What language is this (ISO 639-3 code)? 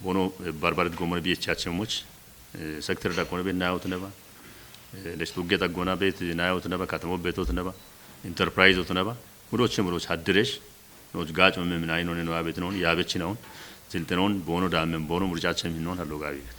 kbr